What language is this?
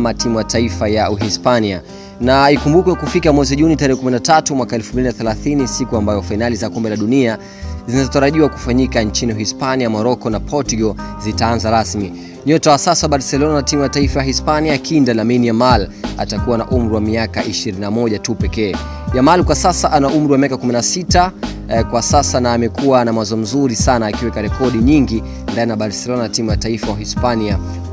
Swahili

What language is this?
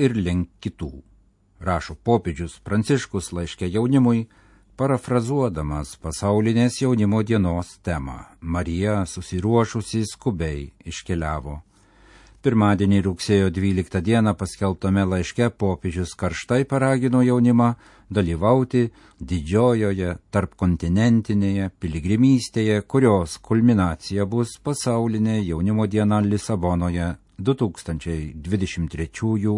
Lithuanian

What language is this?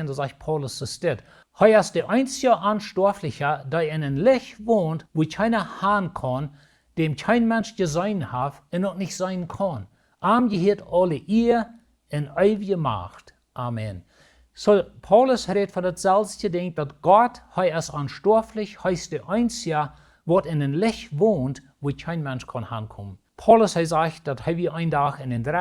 Plautdietsch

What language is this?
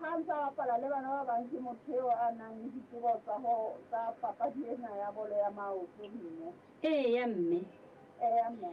Southern Sotho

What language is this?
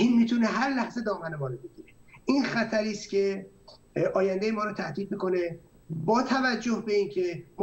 Persian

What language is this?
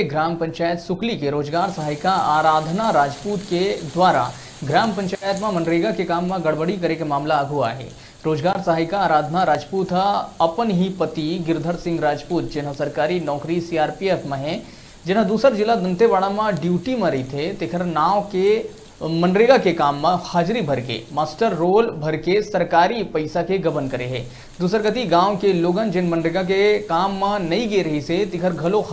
Chhattisgarhi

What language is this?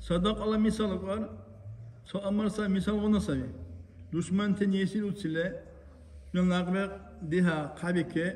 Dargwa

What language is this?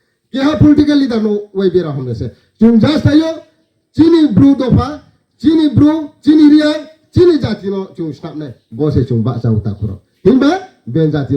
Riang (India)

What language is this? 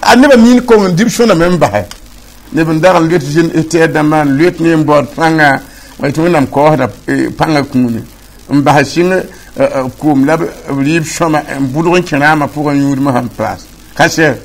Mossi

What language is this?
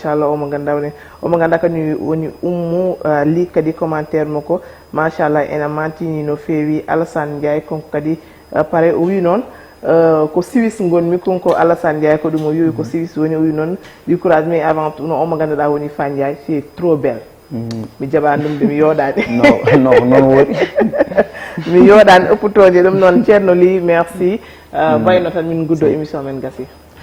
Fula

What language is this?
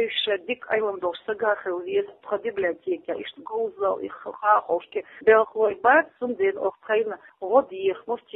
Chechen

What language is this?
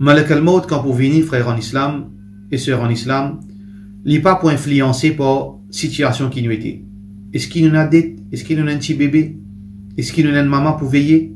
Morisyen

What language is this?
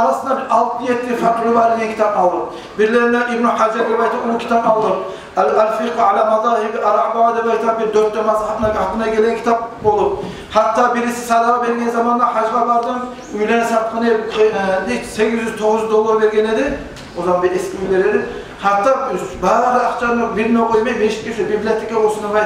Kumyk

